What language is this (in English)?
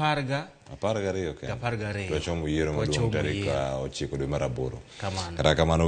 Luo (Kenya and Tanzania)